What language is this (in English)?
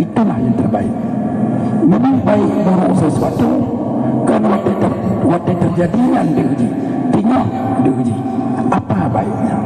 Achinese